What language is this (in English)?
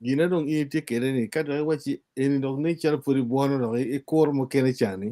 Acoli